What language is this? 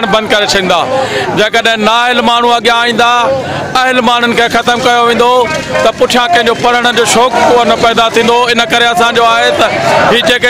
Sindhi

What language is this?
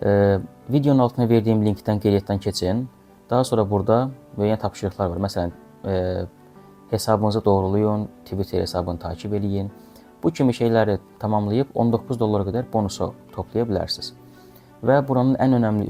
Azerbaijani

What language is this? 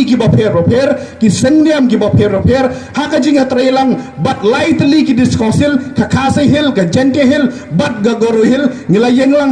Khasi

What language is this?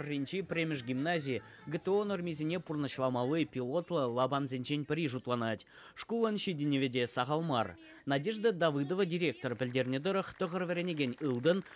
Chuvash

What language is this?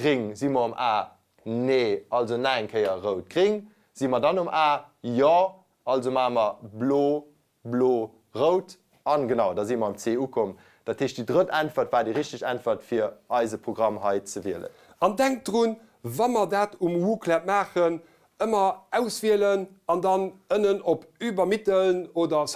Luxembourgish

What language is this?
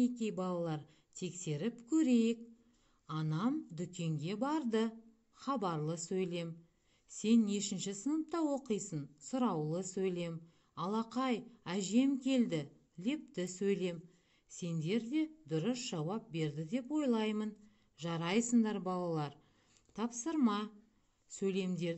Kazakh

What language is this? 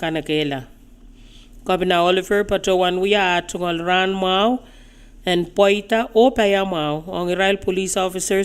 Pohnpeian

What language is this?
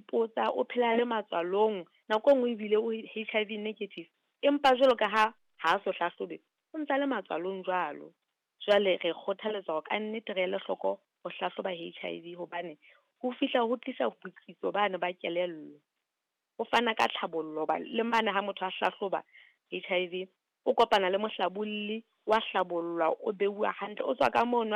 Southern Sotho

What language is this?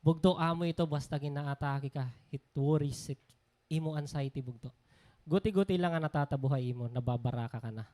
Waray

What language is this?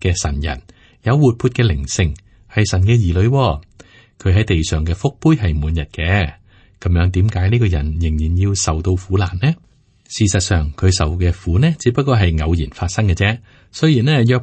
Cantonese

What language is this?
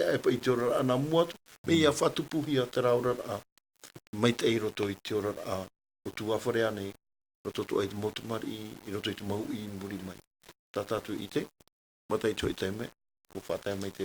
Tahitian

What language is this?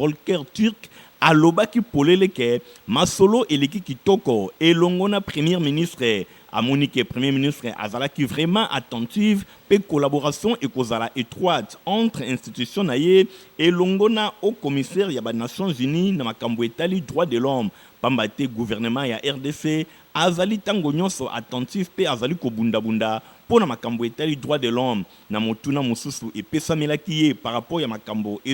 Lingala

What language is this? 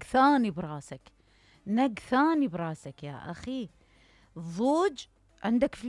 Mesopotamian Arabic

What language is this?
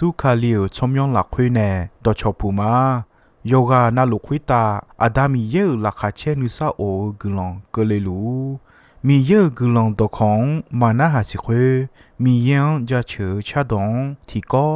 Akha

